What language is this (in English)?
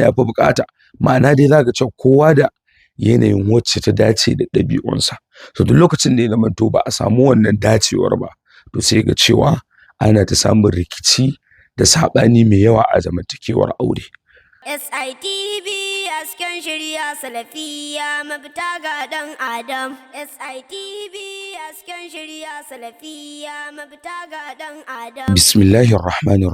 Hausa